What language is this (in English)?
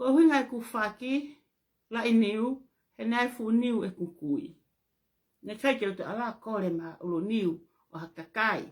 Tongan